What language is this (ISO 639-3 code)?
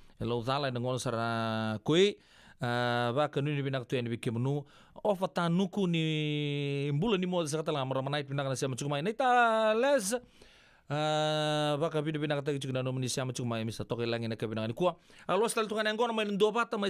fij